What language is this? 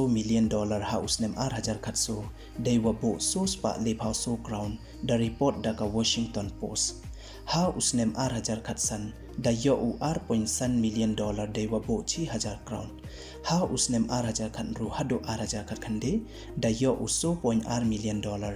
Pnar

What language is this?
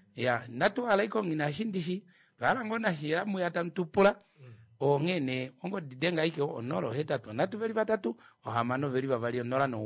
Kuanyama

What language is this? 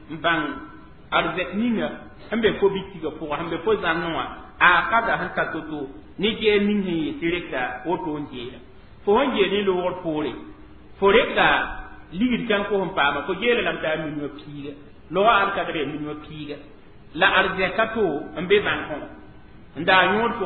Mossi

